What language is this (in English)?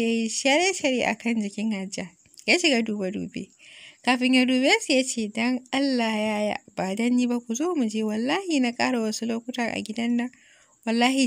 Hausa